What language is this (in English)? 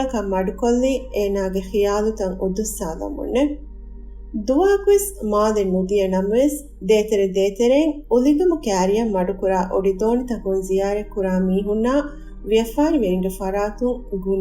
Divehi